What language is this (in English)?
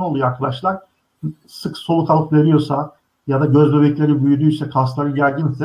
Turkish